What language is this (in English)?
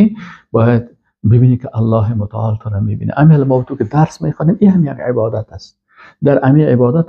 Persian